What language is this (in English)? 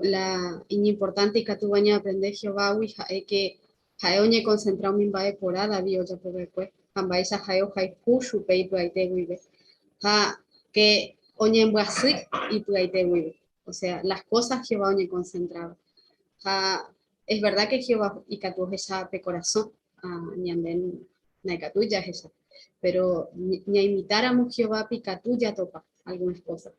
Guarani